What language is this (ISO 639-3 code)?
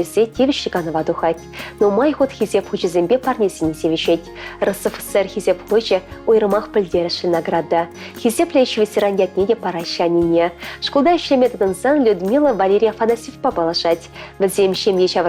chv